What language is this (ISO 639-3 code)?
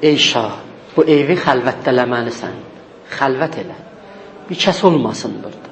azb